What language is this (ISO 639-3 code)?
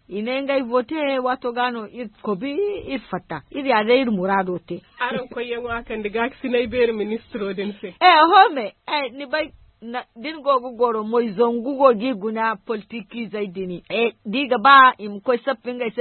dje